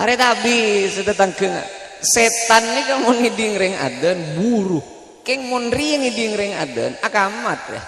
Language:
Madurese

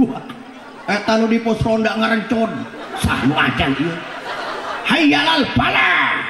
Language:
Sundanese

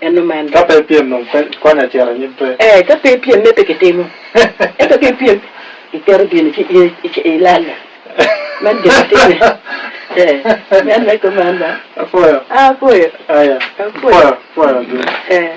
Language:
Acoli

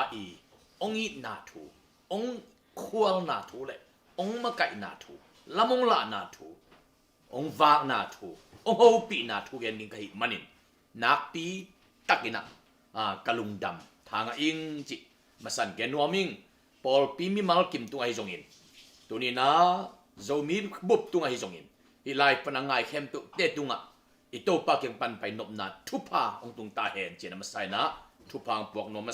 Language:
Tedim Chin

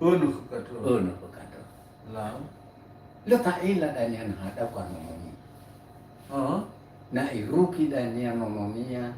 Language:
Nias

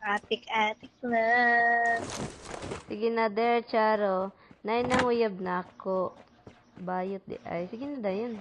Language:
Cebuano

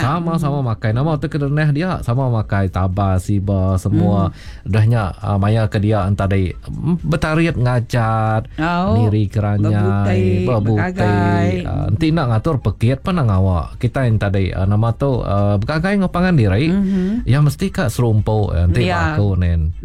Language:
Iban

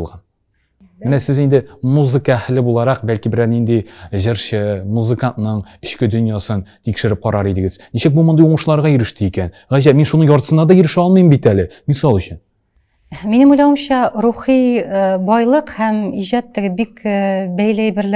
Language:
Tatar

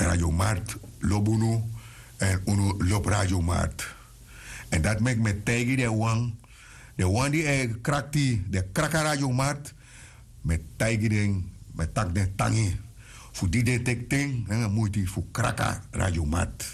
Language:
Sranan Tongo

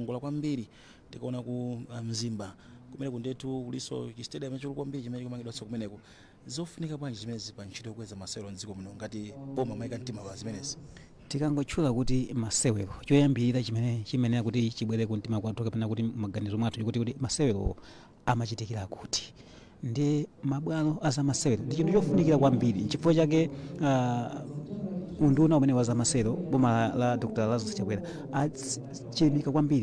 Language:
Nyanja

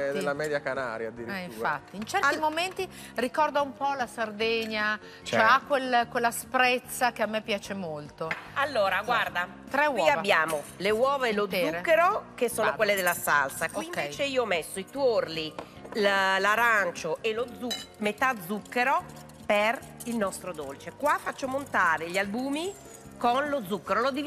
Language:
Italian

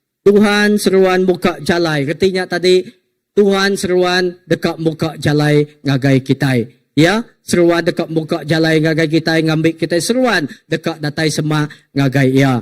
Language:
Iban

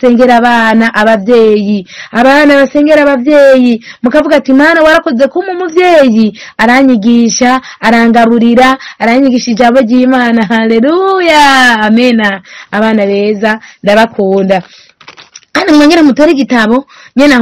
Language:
Rundi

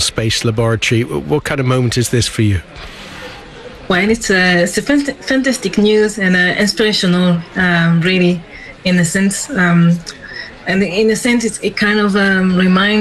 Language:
English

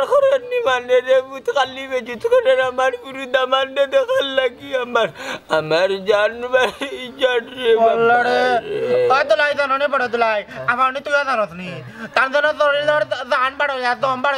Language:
Sylheti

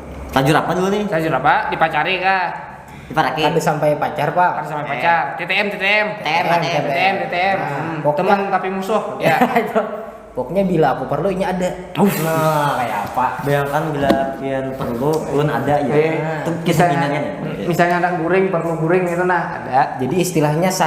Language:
Banjar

